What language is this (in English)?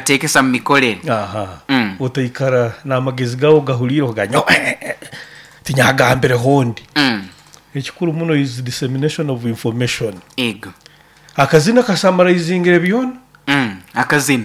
Nyoro